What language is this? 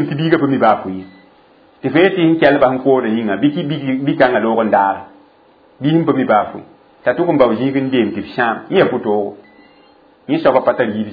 Mossi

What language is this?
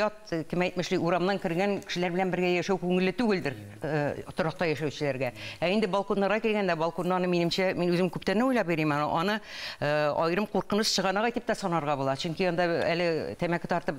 Tatar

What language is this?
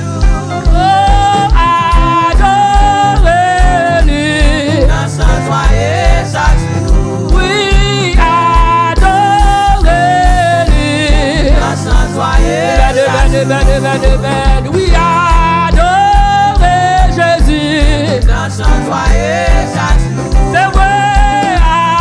French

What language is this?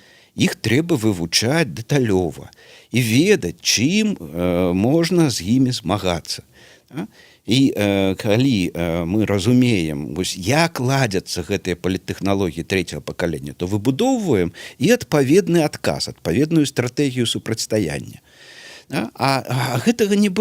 Belarusian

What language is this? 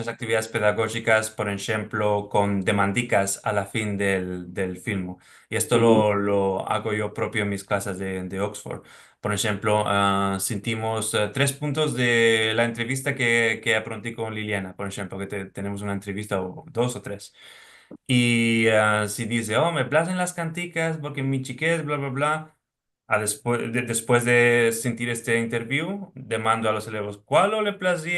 Ladino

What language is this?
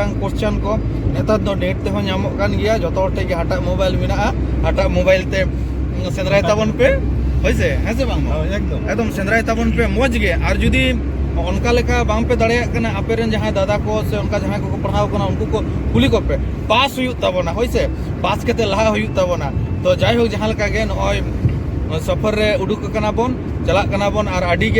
Santali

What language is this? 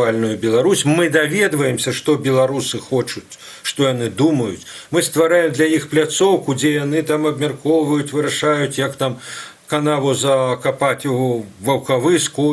Belarusian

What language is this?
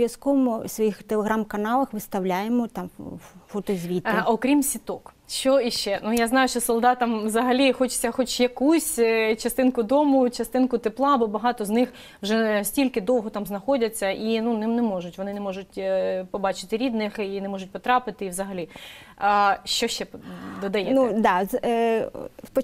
Ukrainian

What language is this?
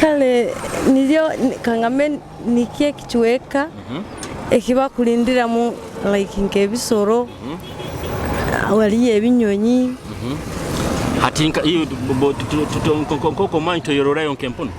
Nyoro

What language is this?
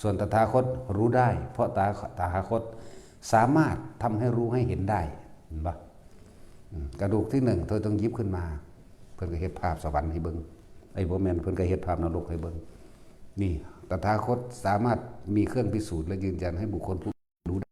Northeastern Thai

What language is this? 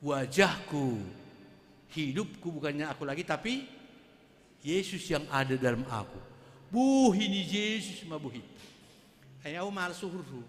Batak Simalungun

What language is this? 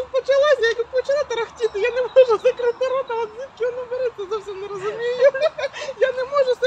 Ukrainian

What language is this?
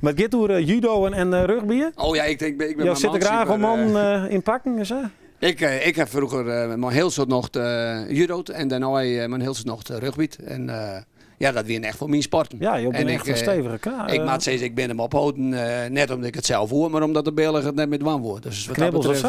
Western Frisian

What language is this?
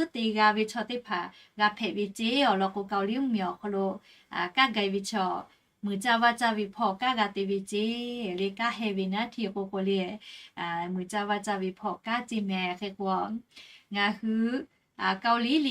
Lahu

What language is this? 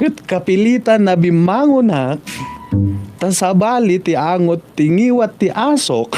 Iloko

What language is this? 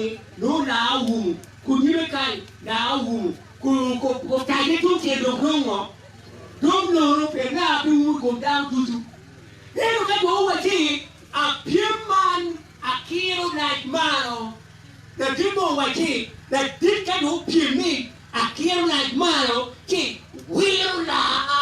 Acoli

